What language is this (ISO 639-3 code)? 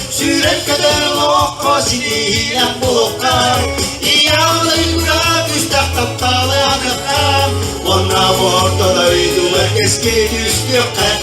sah